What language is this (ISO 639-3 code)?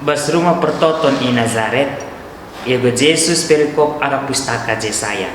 btx